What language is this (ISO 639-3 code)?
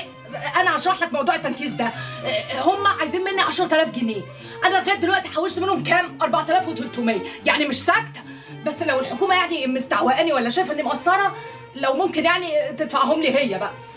arz